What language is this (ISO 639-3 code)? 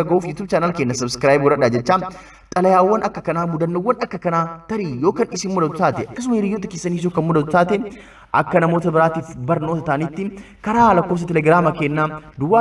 orm